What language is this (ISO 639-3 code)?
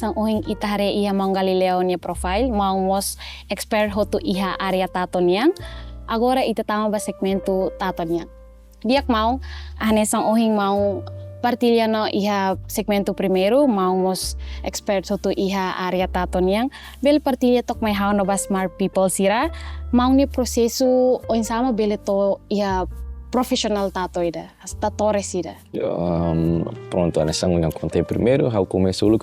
tet